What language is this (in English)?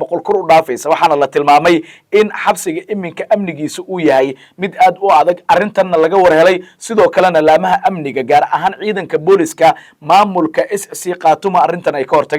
Somali